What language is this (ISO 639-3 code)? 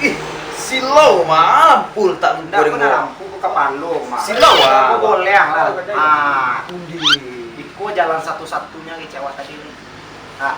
min